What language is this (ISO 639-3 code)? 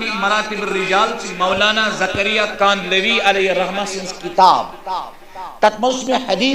kas